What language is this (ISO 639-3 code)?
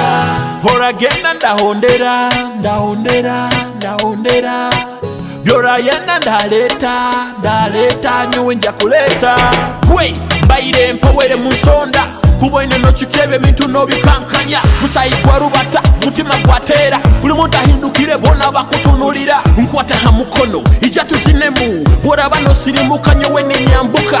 nyo